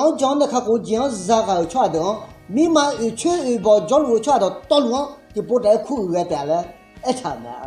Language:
Akha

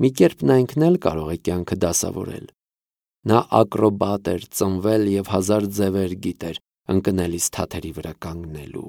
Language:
Armenian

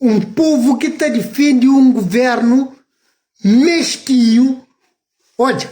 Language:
Kabuverdianu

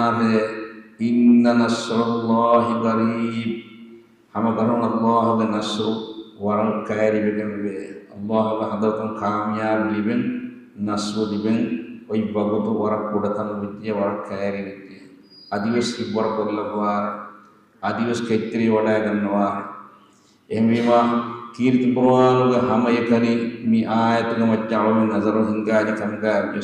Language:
Divehi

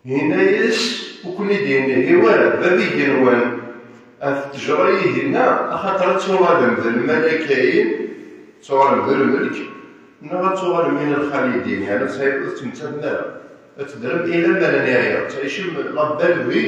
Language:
Kabyle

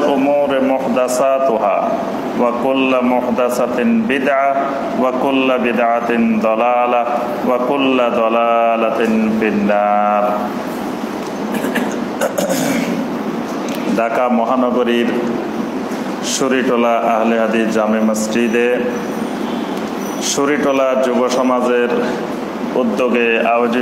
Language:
Bangla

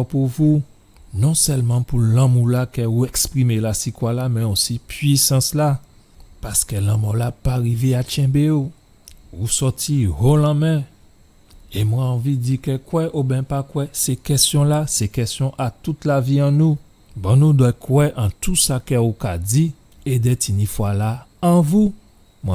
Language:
Guadeloupean Creole French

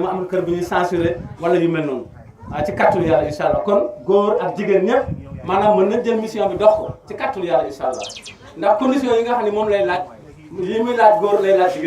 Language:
Wolof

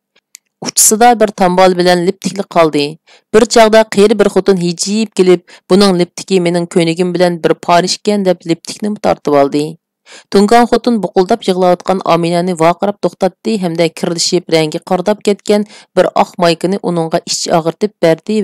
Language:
Uyghur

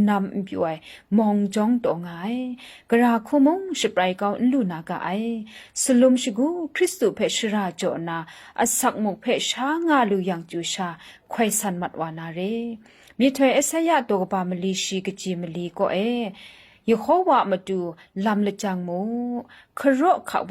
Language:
Kachin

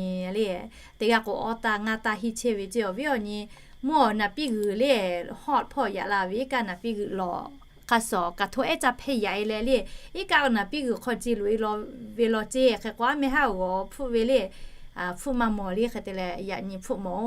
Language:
Lahu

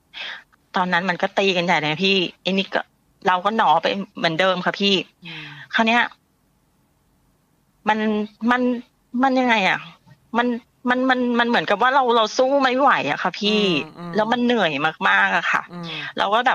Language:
Thai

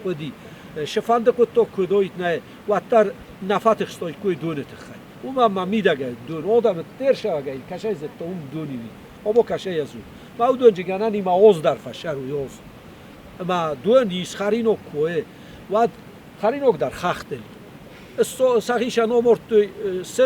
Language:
Ossetic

